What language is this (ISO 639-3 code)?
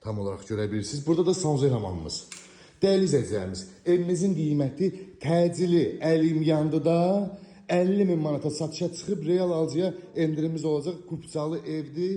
aze